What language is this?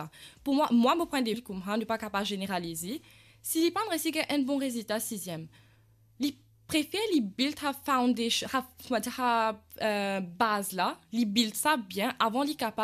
Morisyen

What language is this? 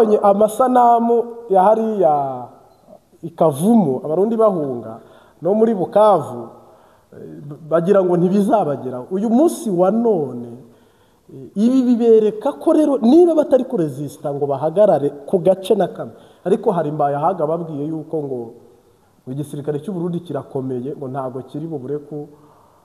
Kinyarwanda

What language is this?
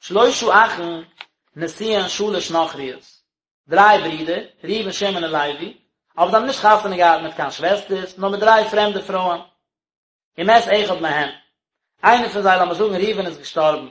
Yiddish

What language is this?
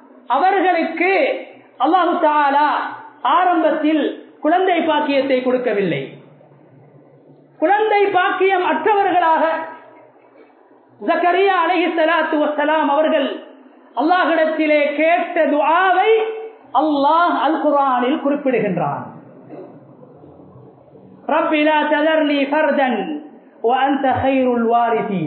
Tamil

